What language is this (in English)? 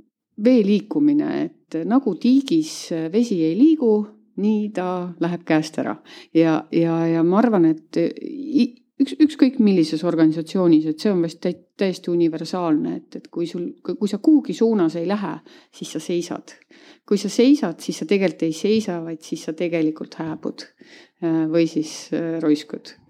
Estonian